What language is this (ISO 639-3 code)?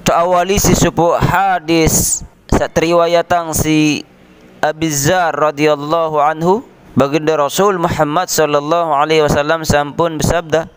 sas